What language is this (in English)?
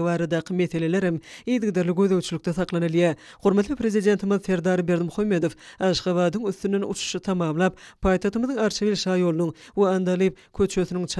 Turkmen